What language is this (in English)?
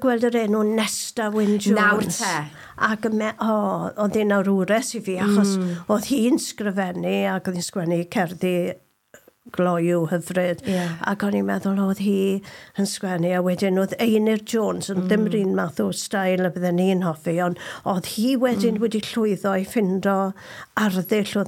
Welsh